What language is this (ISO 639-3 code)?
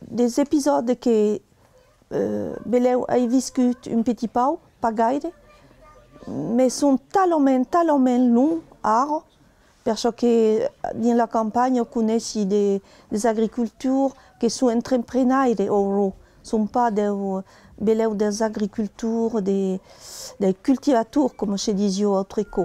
oci